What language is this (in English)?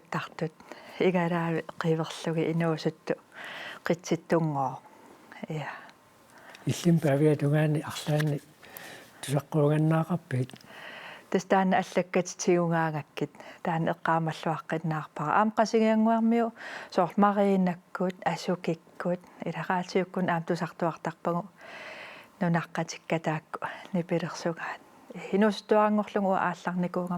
Kalaallisut